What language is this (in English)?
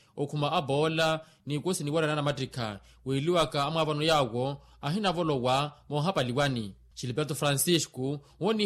Makhuwa